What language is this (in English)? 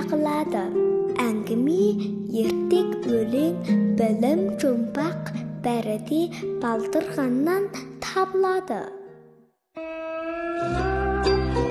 Kazakh